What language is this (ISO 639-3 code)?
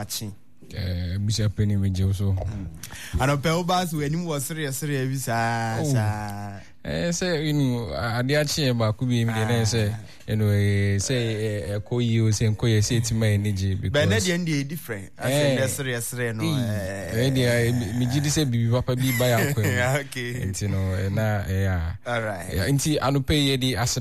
aka